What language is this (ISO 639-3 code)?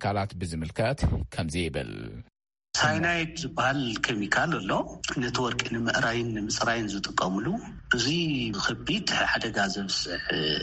tir